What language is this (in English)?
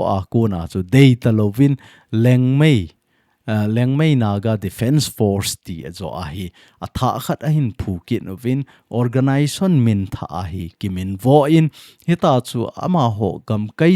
Thado Chin